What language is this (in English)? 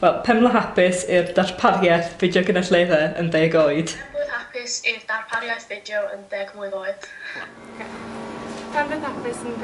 Welsh